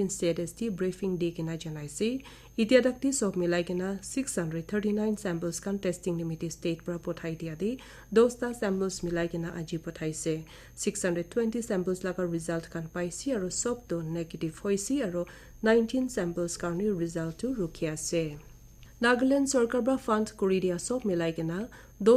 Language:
Naga Pidgin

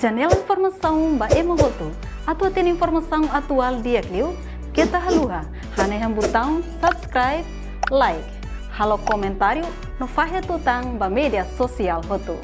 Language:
Tetum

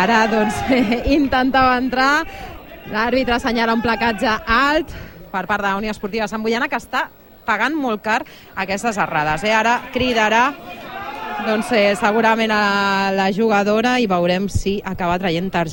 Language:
Catalan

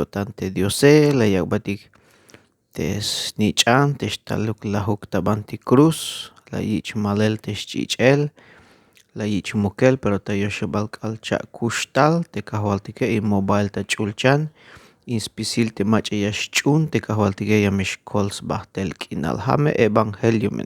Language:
Tzeltal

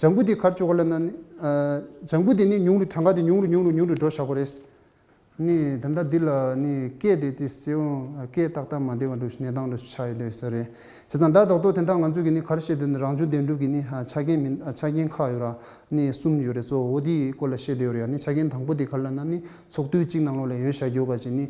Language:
Tibetan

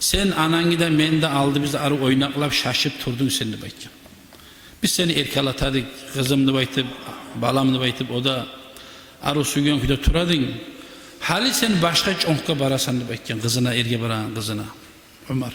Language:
Kumyk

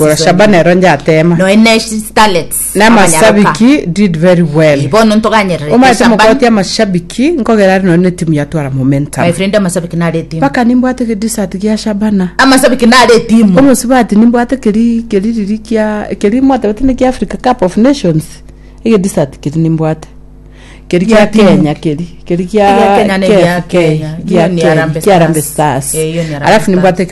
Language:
Gusii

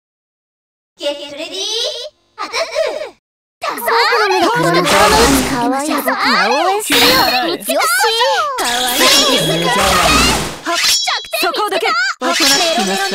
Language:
Japanese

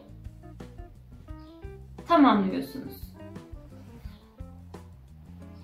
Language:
Turkish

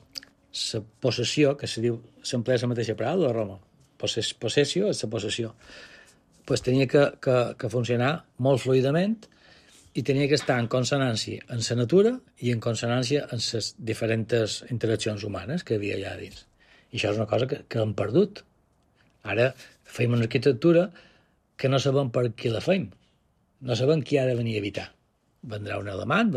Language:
Catalan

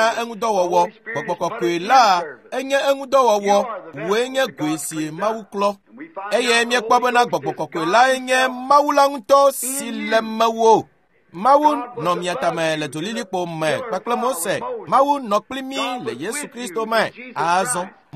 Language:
Ewe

